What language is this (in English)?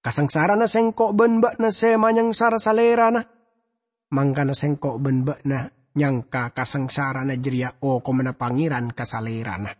Madurese